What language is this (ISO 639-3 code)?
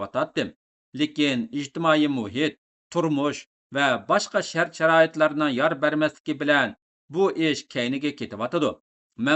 uig